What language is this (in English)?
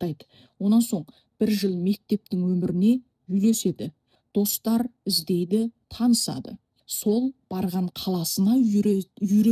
Kazakh